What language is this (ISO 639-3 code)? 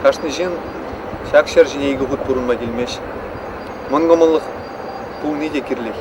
chv